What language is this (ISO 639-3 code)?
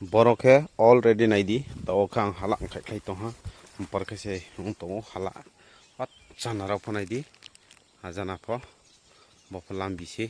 ria